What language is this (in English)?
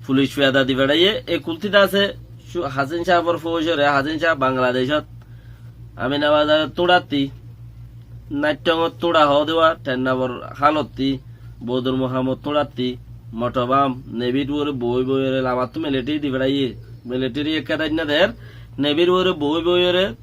Rohingya